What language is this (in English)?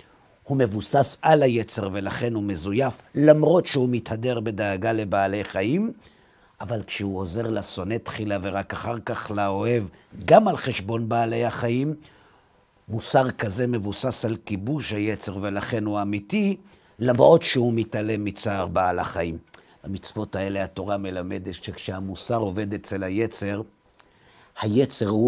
Hebrew